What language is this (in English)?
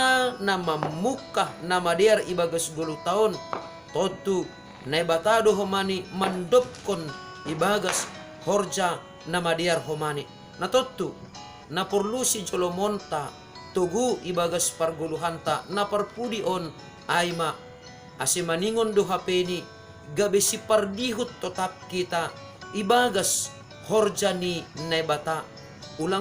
Batak Simalungun